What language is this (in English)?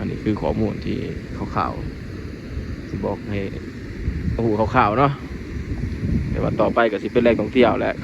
Lao